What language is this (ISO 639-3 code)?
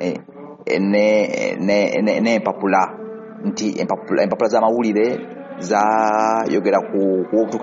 lug